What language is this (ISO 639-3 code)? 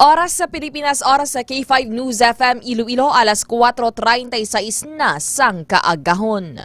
hil